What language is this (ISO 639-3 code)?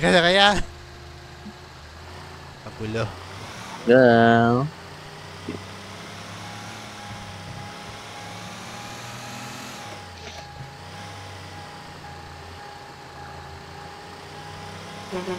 msa